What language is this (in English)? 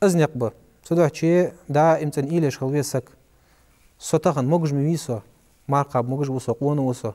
Ingush